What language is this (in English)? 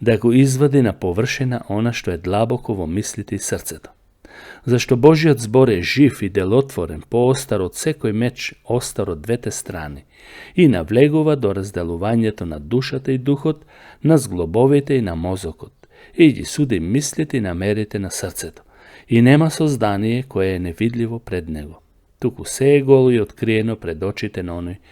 Macedonian